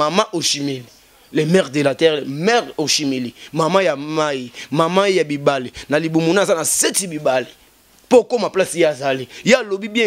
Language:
Lingala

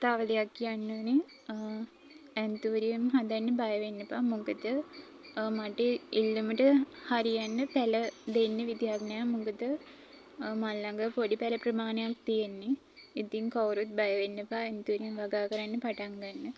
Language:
Sinhala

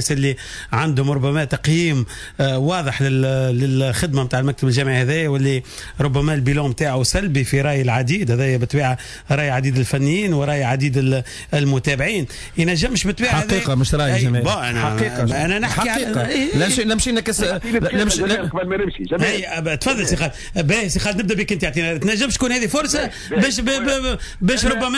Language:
Tunisian Arabic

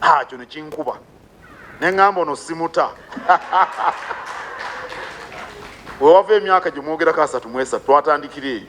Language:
Ganda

